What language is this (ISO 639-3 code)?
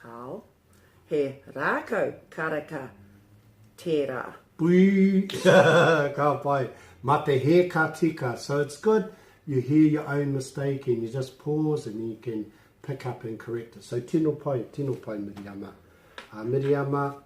mri